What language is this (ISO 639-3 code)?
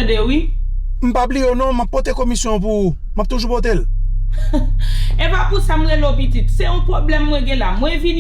hat